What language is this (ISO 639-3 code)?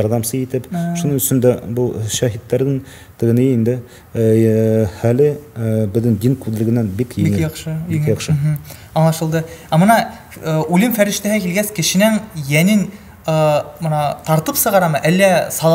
bak